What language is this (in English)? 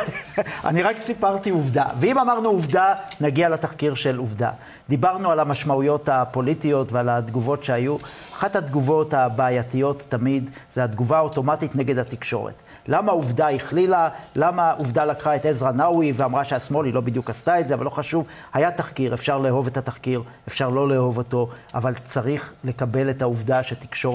Hebrew